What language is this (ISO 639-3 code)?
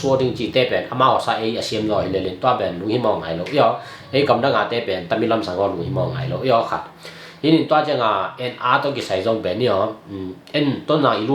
ctd